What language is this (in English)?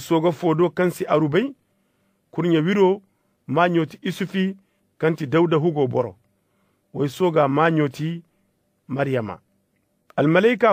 Koyraboro Senni